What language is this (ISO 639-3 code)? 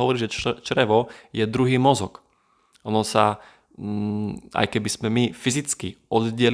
slk